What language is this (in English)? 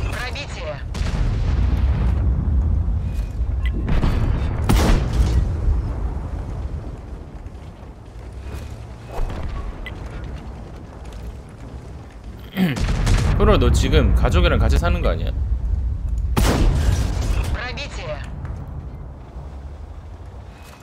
Korean